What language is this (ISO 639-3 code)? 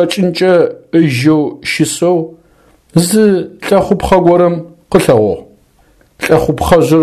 ady